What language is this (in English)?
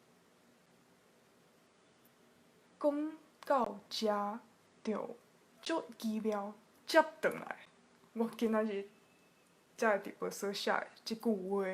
Min Nan Chinese